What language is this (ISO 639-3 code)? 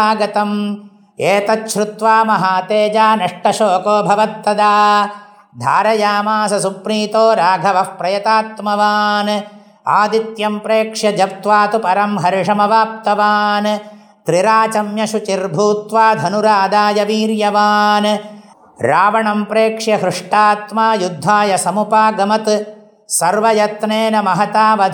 san